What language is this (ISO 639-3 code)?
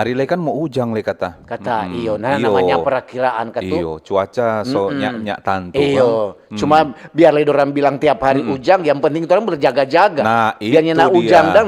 xmm